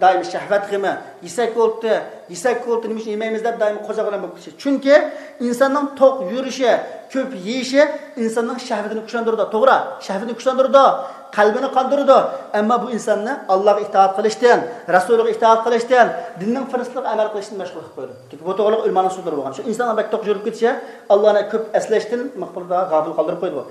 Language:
Uyghur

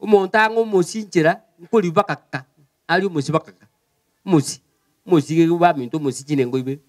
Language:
Gusii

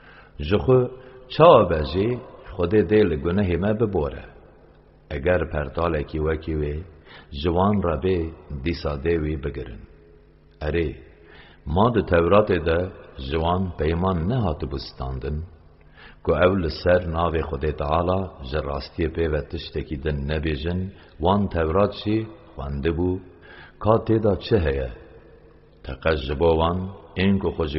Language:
Kurdish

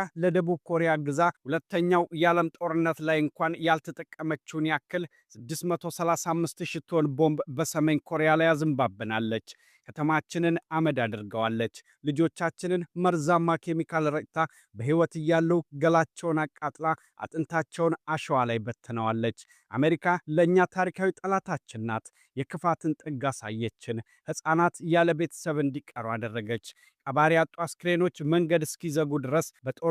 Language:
Amharic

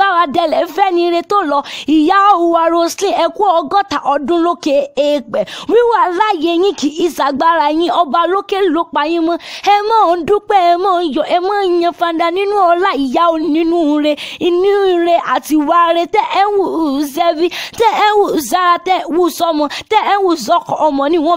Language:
Yoruba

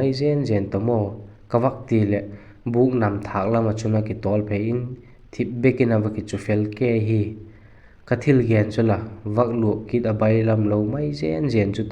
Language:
Vaiphei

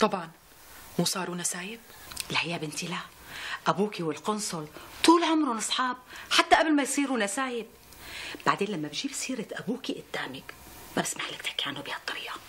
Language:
North Levantine Arabic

